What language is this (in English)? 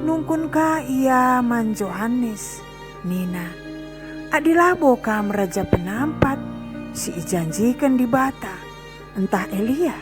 Batak Karo